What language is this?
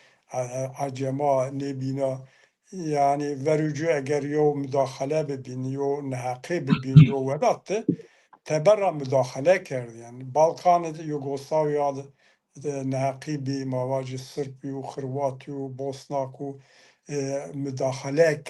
Zaza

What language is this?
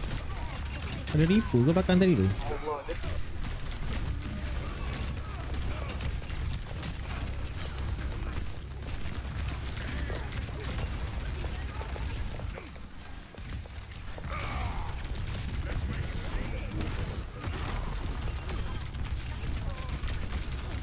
Malay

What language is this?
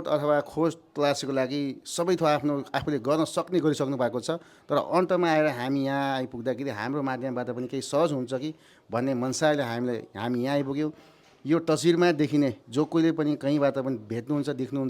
Nepali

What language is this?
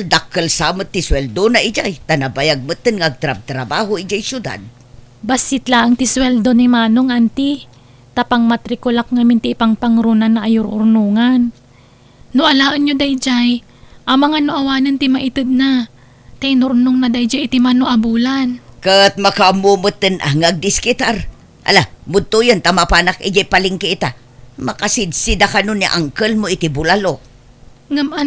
Iloko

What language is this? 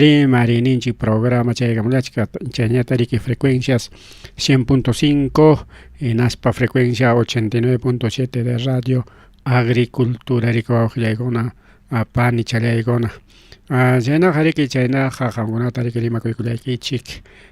Ayacucho Quechua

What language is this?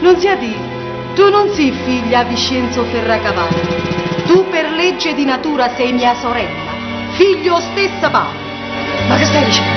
Neapolitan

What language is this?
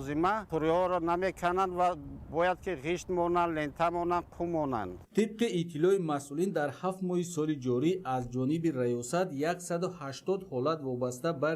Tajik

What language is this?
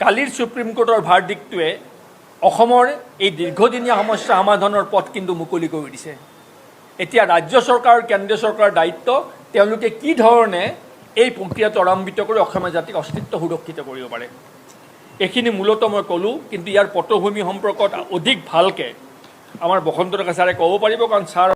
Assamese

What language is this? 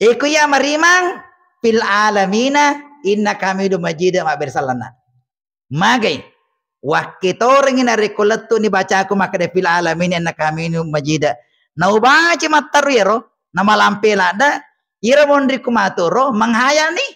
Buginese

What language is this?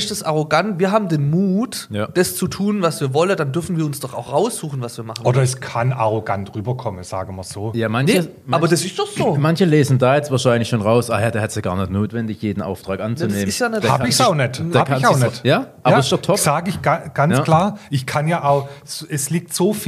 German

